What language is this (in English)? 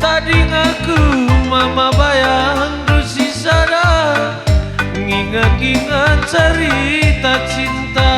Batak Karo